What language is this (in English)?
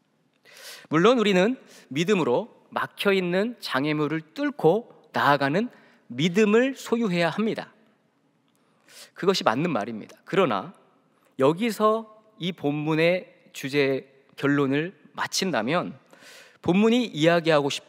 Korean